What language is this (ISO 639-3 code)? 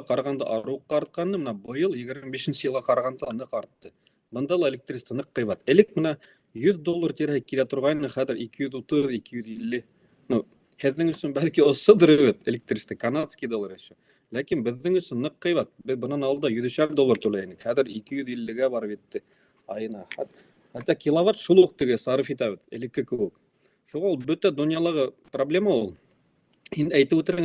bak